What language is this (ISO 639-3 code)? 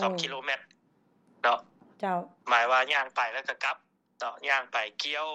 lao